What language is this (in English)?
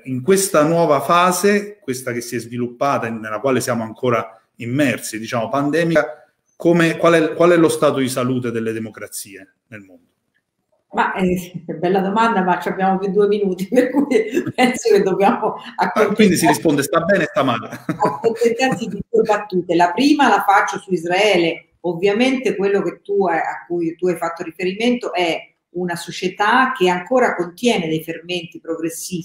Italian